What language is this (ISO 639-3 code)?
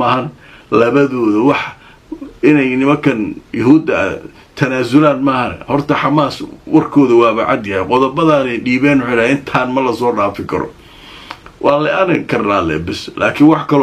som